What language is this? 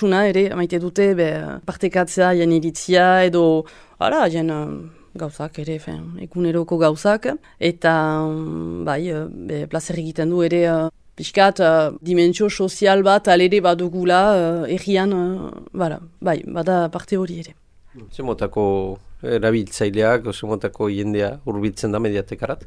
Basque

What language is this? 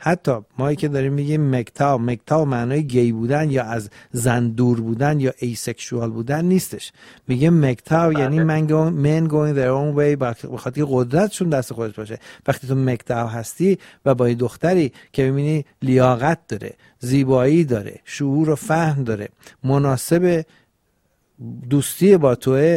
Persian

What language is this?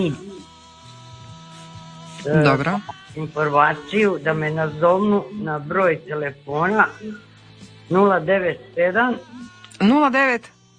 Croatian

